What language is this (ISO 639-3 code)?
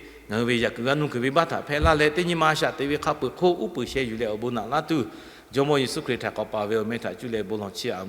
lhu